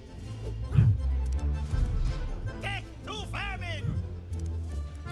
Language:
English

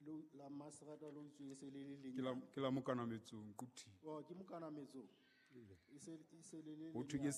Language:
Southern Sotho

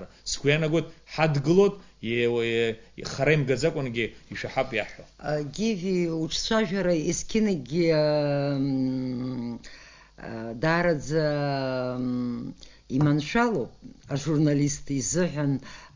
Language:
Abkhazian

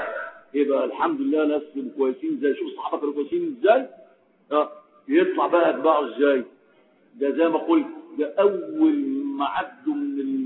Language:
Egyptian Arabic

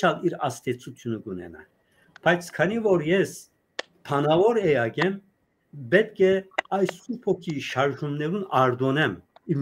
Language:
Western Armenian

